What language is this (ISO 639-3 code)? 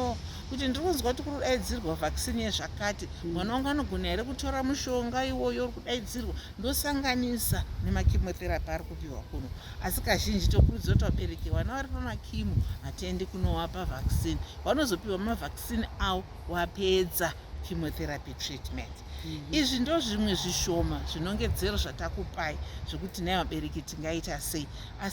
sna